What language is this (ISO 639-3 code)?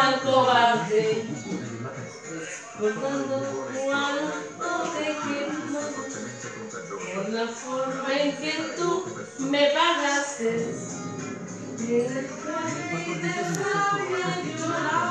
spa